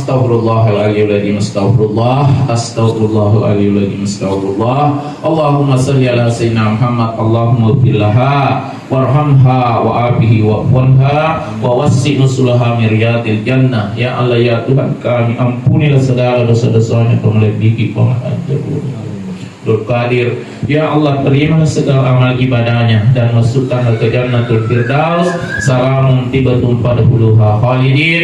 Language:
Buginese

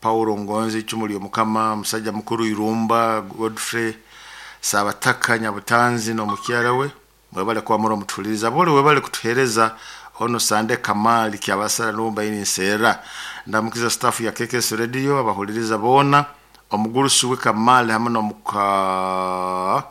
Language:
Nyoro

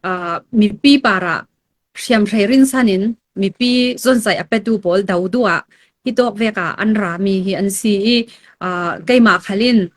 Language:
Falam Chin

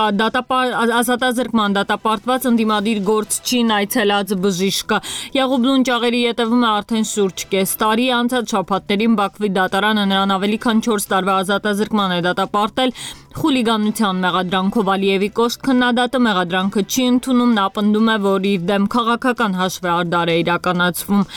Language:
Armenian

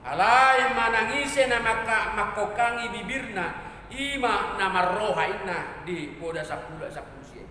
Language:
Batak Toba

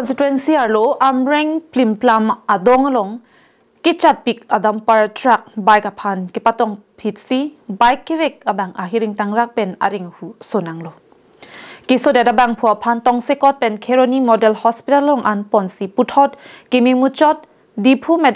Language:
Karbi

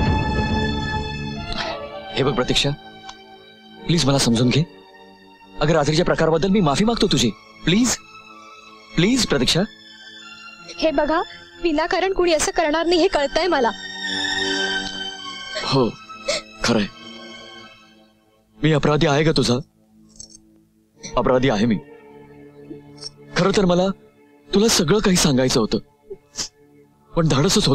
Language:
Marathi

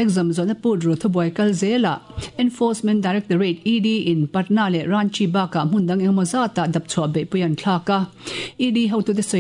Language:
Mizo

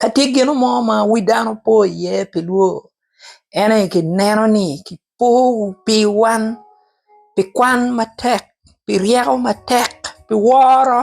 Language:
Acoli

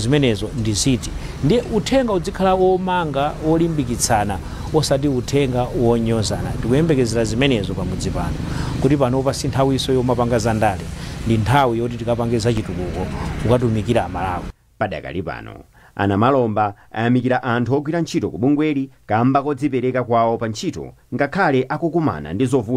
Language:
Nyanja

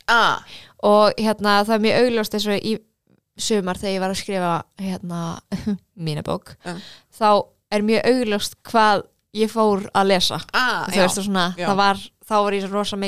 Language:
Icelandic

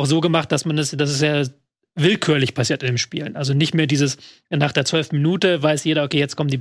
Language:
German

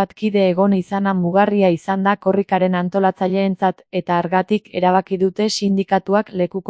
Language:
Basque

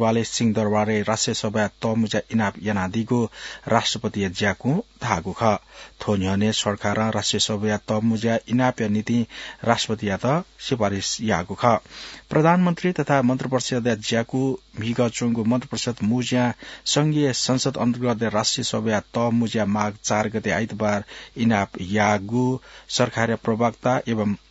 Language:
Newari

